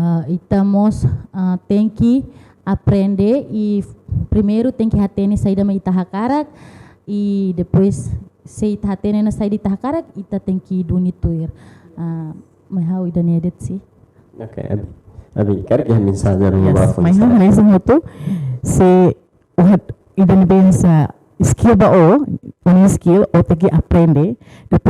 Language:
Tetum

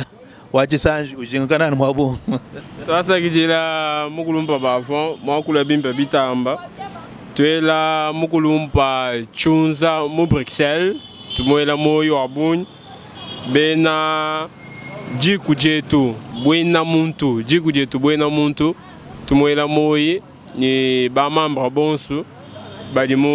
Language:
Luba-Lulua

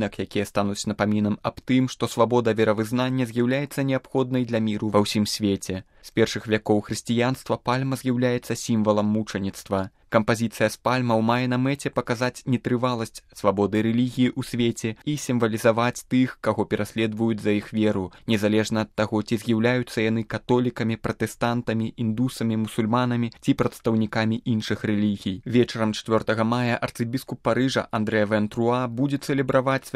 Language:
Belarusian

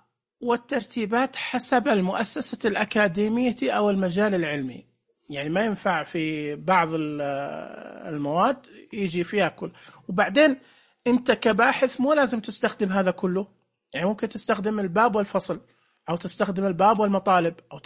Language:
Najdi Arabic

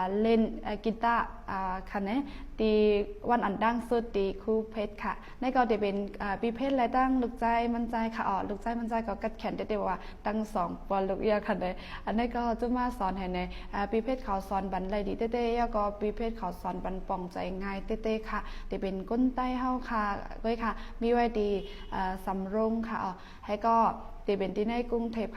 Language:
Shan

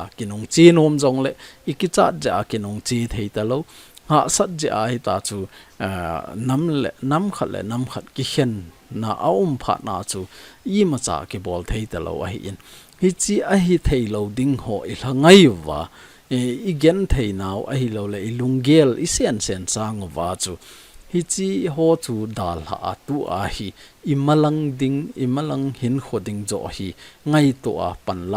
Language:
Thado Chin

